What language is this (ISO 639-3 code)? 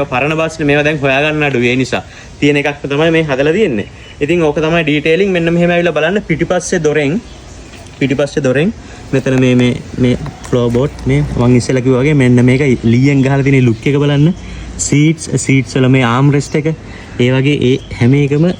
sin